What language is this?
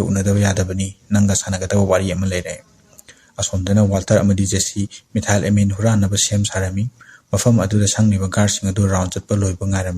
Manipuri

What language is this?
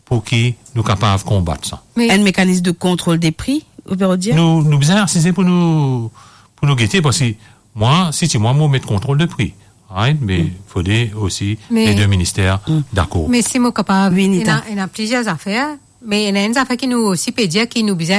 Morisyen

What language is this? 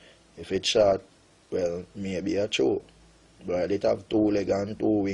Jamaican Creole English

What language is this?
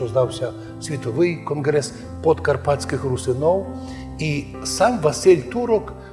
Rusyn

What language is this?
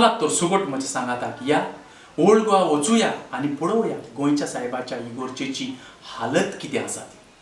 Konkani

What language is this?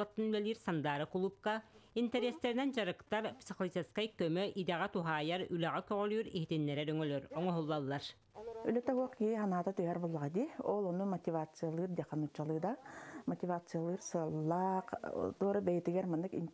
Yakut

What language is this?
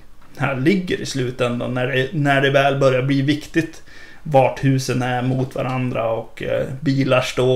Swedish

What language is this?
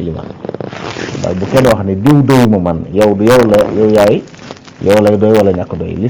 Wolof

